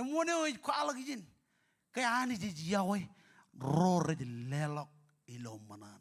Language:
Marshallese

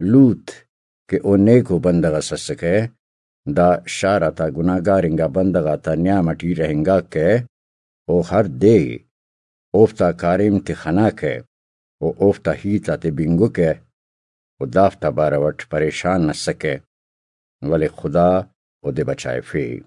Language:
Brahui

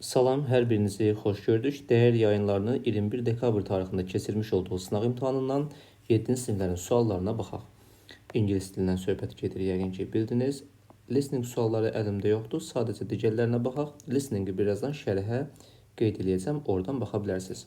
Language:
Azerbaijani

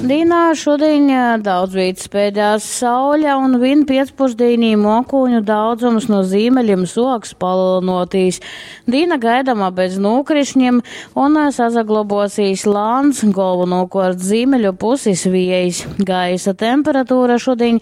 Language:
Latgalian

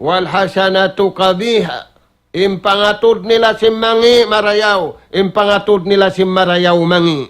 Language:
Tausug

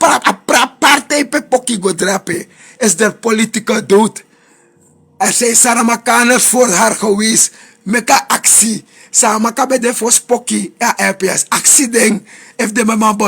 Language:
Sranan Tongo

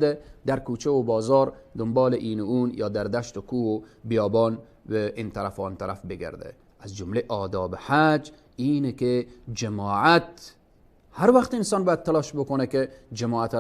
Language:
Persian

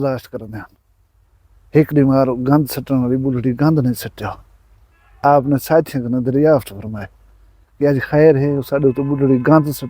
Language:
Saraiki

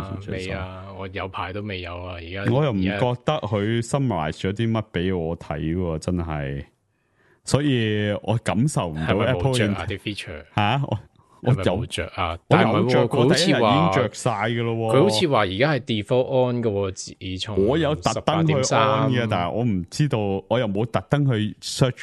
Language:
Cantonese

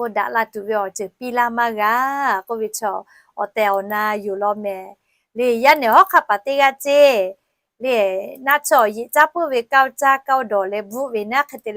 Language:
Lahu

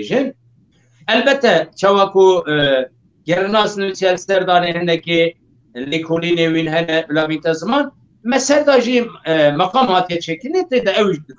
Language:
Kurdish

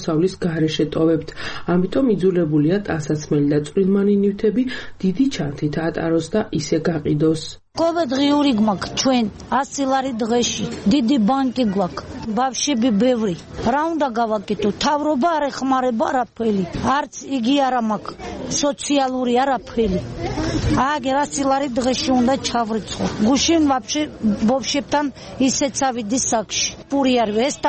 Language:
Georgian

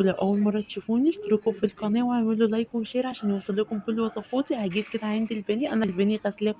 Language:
Egyptian Arabic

